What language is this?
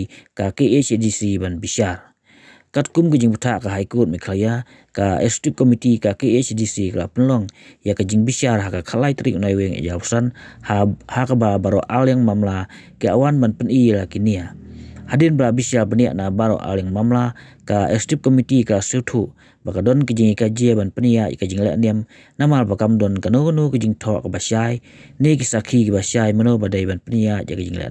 Khasi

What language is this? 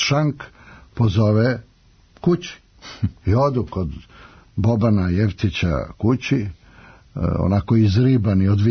Serbian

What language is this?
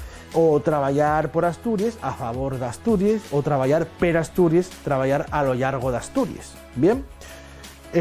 Asturian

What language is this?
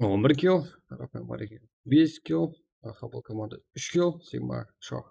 Kara-Kalpak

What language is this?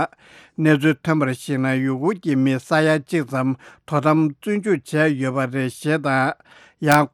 Tibetan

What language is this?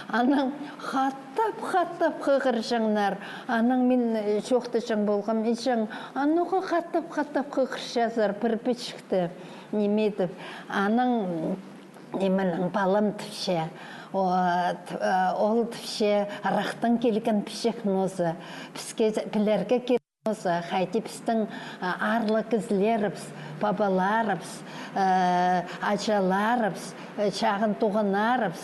Khakas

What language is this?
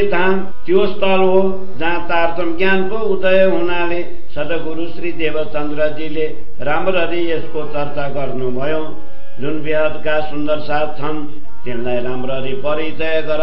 Nepali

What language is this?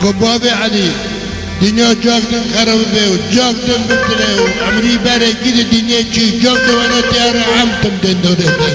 Kurdish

